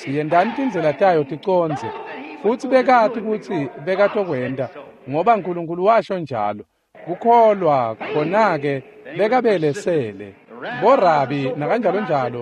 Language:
Swati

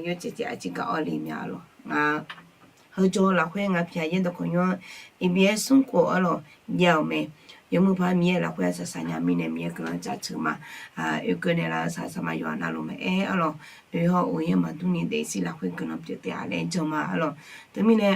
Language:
Akha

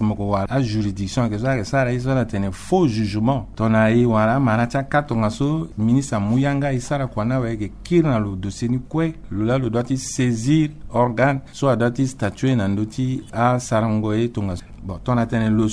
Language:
Sango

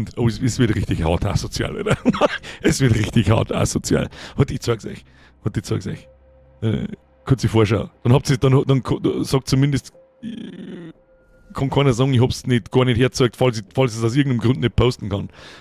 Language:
Bavarian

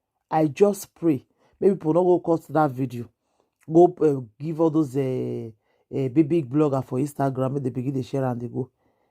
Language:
Nigerian Pidgin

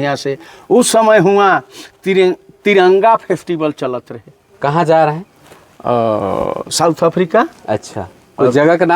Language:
Sadri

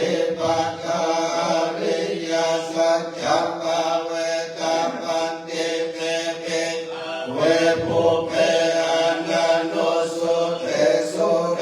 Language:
Pali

